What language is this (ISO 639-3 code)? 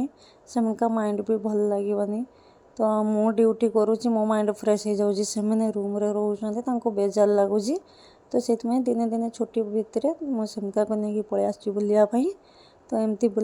ori